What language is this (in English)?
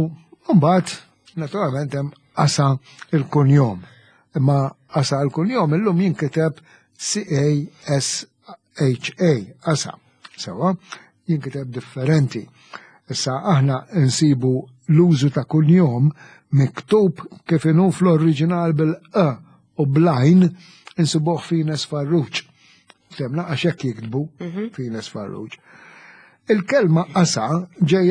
Maltese